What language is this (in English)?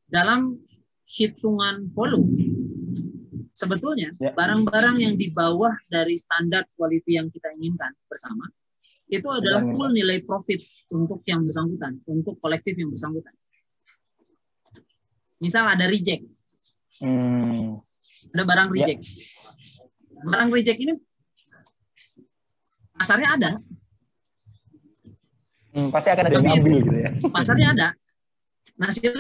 Indonesian